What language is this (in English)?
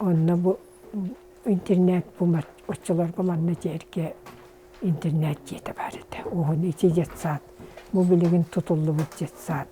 Yakut